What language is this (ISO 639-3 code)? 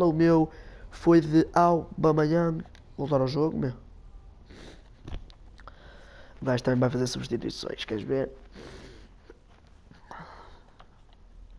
por